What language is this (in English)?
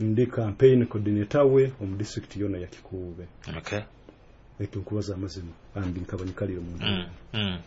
Nyoro